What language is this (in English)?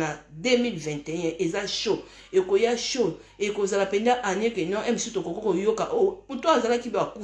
Lingala